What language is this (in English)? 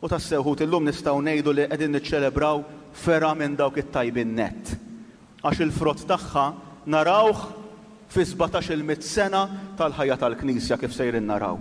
Maltese